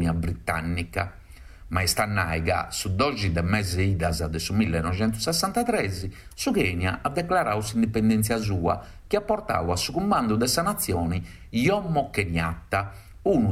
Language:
Sardinian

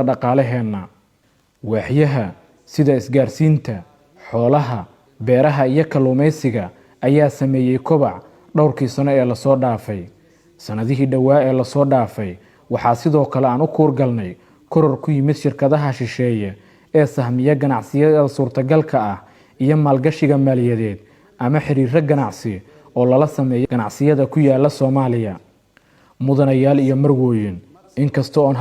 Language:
Somali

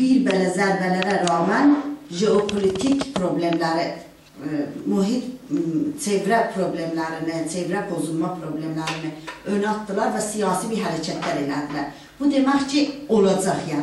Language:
South Azerbaijani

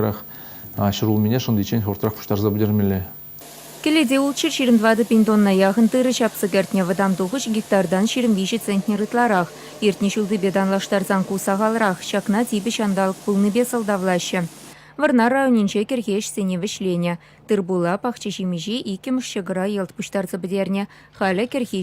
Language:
Chuvash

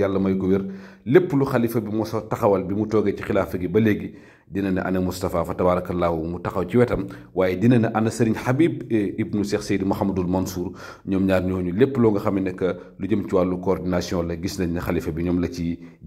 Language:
Wolof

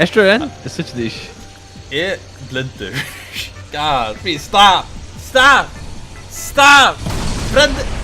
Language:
Faroese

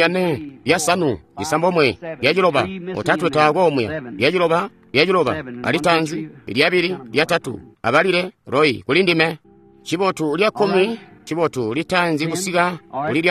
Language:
Tonga (Zambia)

